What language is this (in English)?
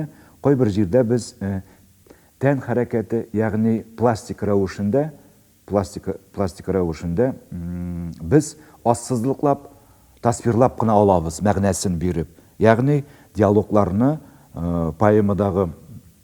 Tatar